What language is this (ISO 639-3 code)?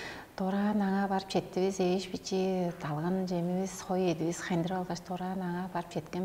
tyv